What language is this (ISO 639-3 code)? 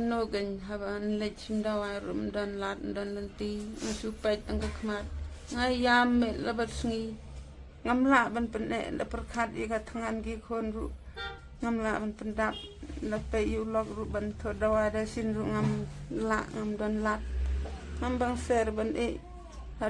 kha